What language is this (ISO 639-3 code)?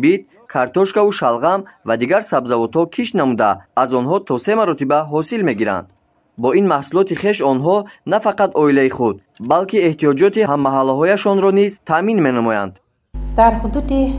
tgk